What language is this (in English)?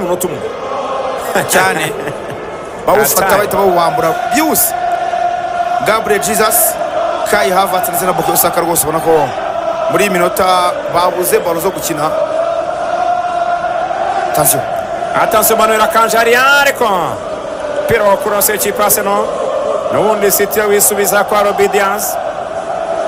Kinyarwanda